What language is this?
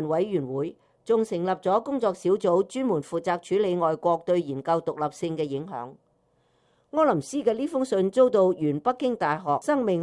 Cantonese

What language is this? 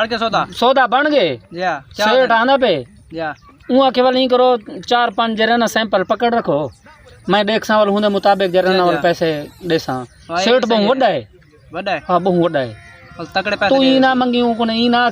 Saraiki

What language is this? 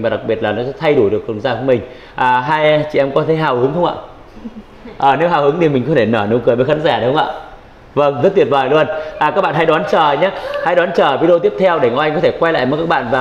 Vietnamese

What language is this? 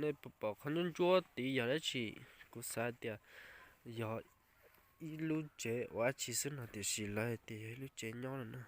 Hmong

